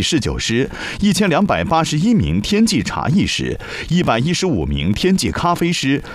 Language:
Chinese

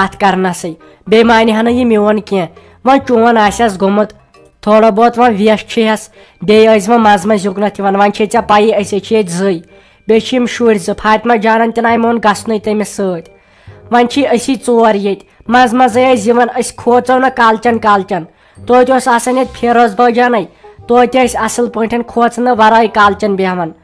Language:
Kashmiri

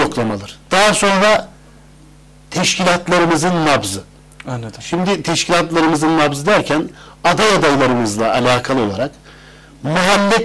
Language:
Turkish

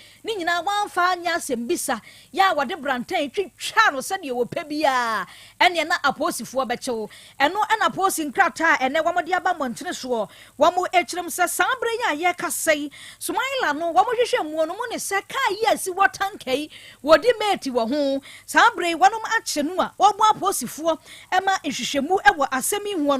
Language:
Akan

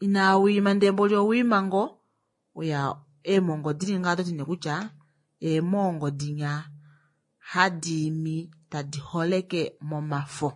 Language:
Kuanyama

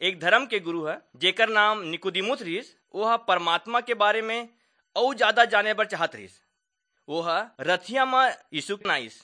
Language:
Chhattisgarhi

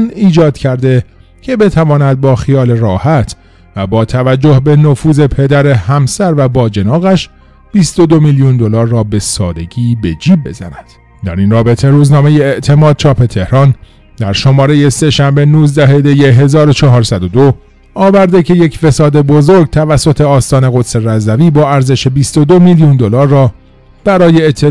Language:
Persian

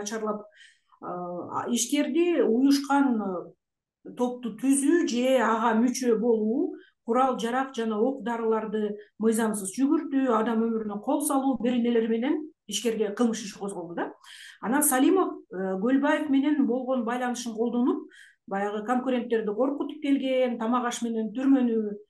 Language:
Kyrgyz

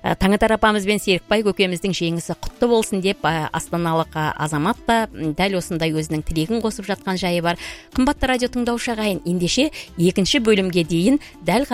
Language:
Kazakh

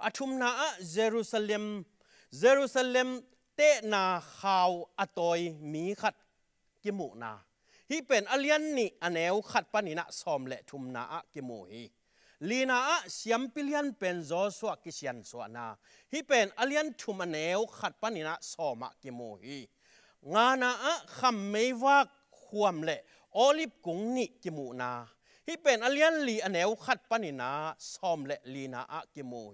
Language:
Tedim Chin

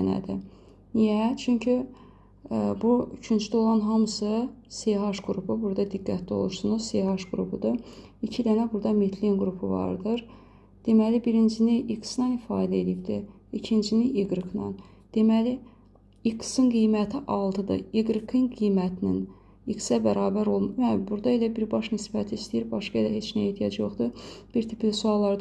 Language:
Azerbaijani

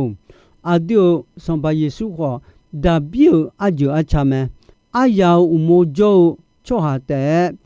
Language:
Akha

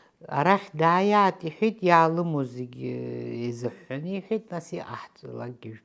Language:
Abkhazian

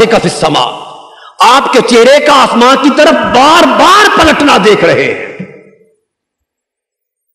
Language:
Urdu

